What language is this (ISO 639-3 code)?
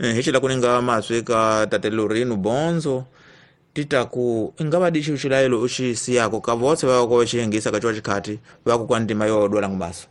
tso